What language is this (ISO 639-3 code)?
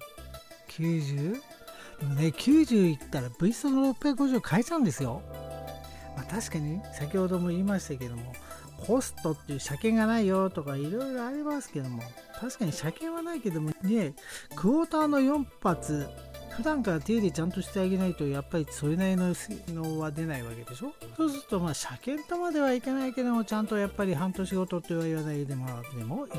jpn